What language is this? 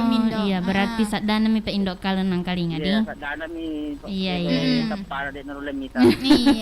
Buginese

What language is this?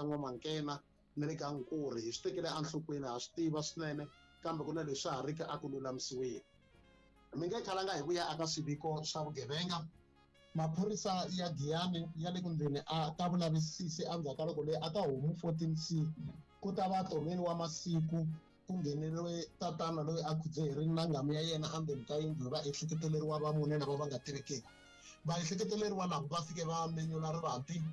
Tsonga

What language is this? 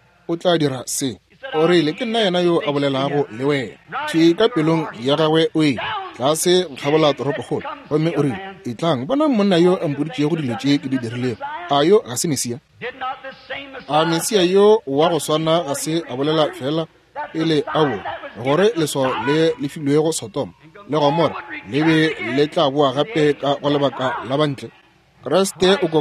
Northern Sotho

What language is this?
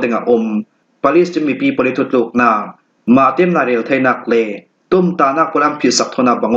Falam Chin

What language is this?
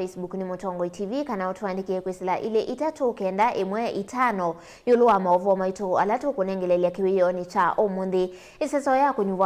Kamba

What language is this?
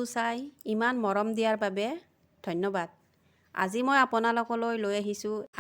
Assamese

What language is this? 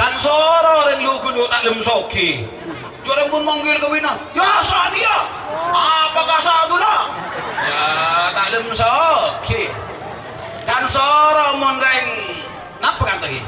Madurese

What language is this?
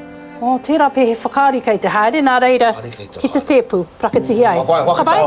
Māori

